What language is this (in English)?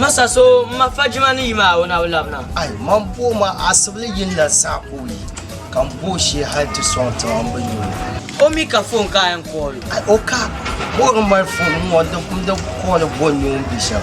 Dagbani